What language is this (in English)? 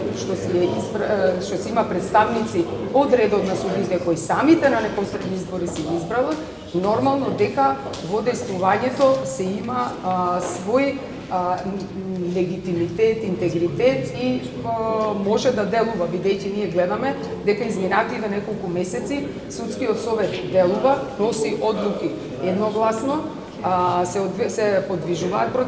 Macedonian